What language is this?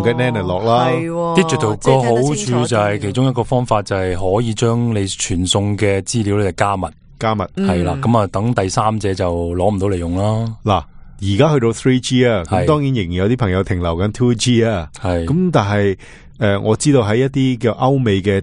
Cantonese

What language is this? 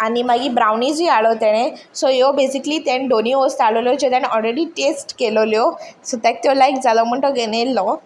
Konkani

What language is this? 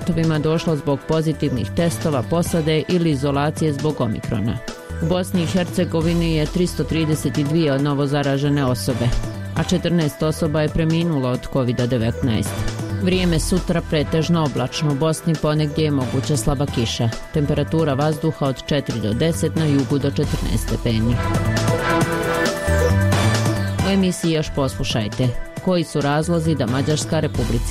Bosnian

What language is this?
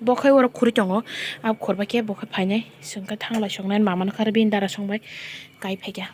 Kok Borok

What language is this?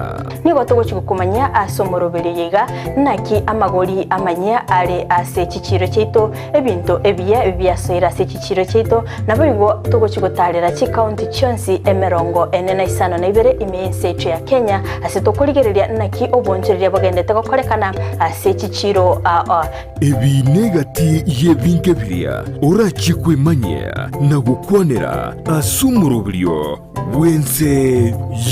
Gusii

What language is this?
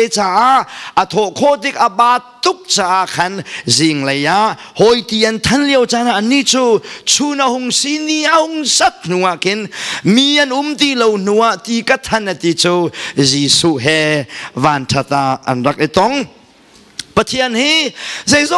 Hakha Chin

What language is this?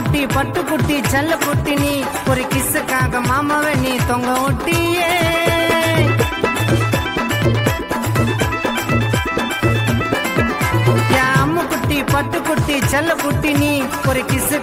Tamil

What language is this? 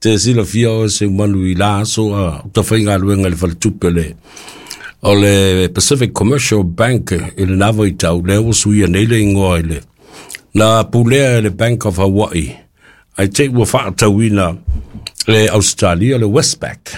Samoan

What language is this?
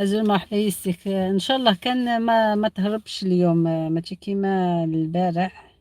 Algerian Arabic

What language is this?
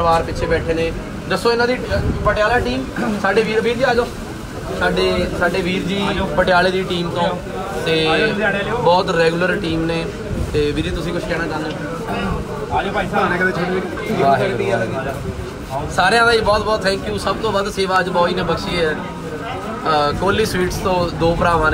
Punjabi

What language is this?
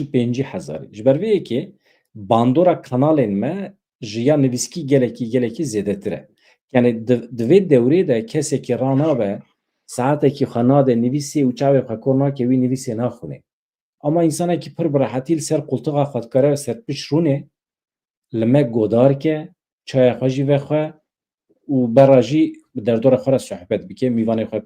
Kurdish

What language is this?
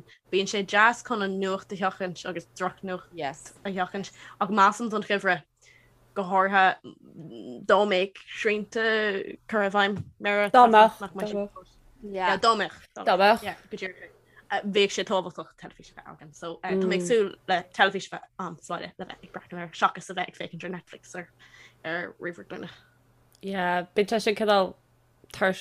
Irish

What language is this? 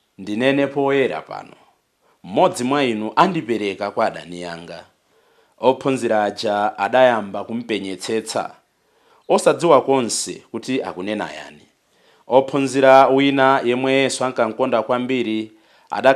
Nyanja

